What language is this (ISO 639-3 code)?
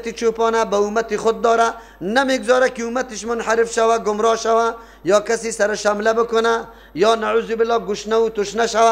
fas